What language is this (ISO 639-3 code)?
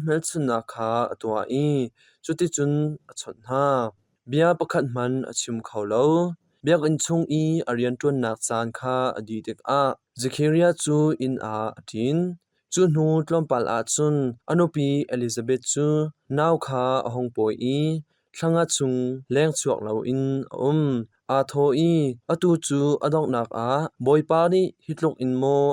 cnh